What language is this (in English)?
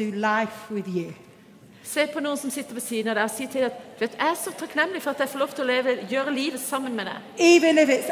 Norwegian